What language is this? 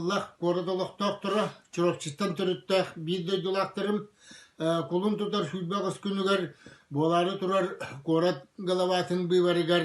Yakut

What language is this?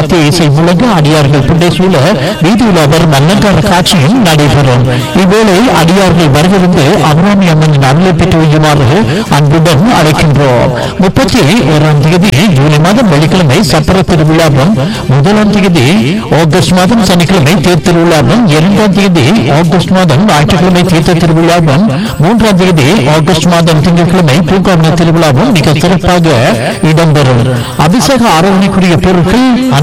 Tamil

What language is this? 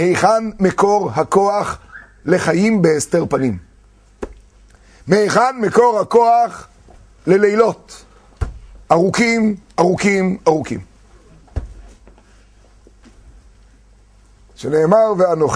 Hebrew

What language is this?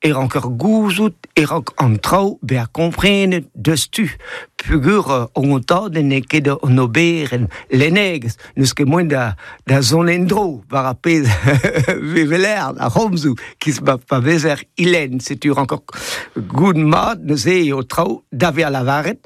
Breton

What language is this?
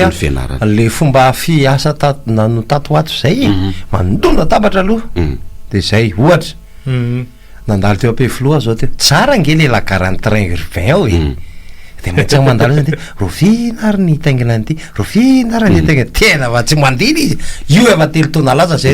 Malagasy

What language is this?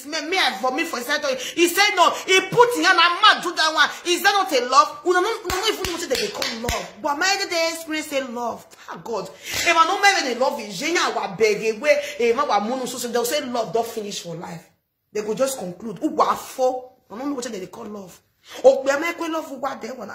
Nigerian Pidgin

